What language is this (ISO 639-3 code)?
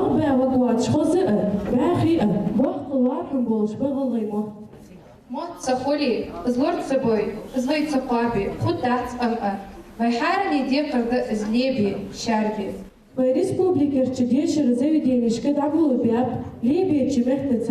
inh